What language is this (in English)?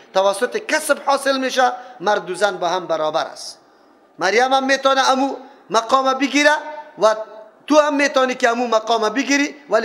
Persian